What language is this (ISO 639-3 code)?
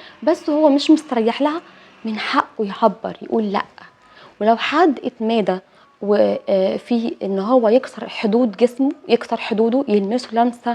arz